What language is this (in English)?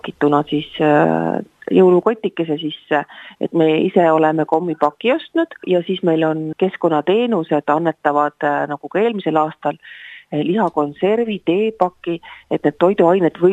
Estonian